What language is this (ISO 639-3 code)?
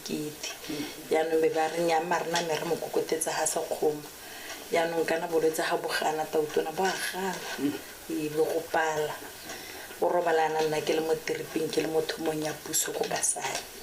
tsn